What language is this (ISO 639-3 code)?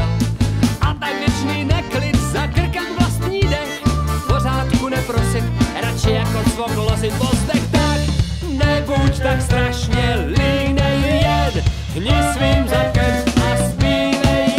ces